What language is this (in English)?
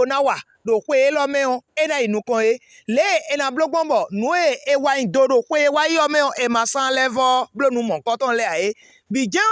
Fon